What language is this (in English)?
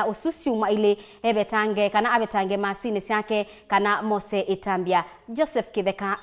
Kamba